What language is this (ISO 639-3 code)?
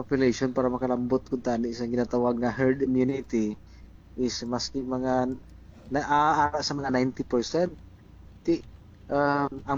hil